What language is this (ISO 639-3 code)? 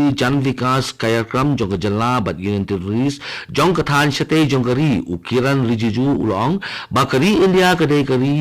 kha